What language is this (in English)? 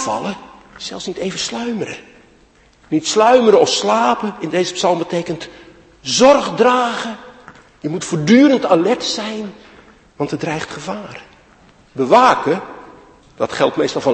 Dutch